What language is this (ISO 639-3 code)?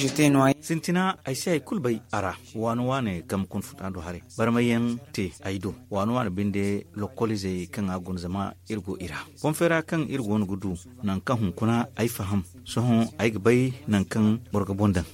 dje